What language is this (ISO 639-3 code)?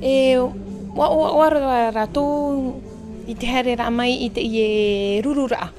tah